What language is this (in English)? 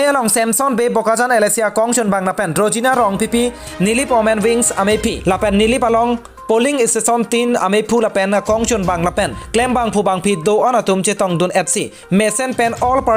Karbi